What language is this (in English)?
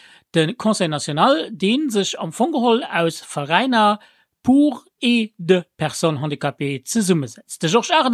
Luxembourgish